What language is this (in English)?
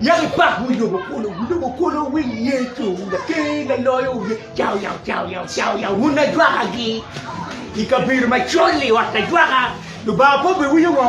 Acoli